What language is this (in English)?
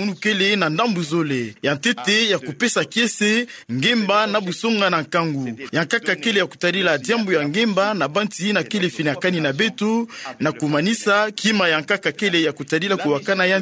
Kituba (Democratic Republic of Congo)